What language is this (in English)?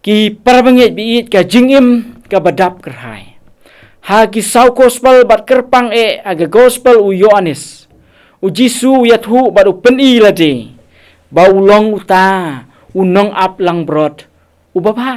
Khasi